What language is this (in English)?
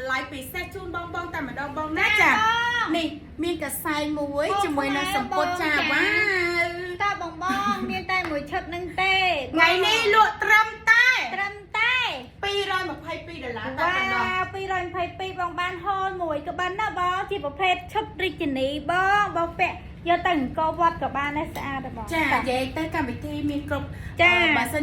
Khmer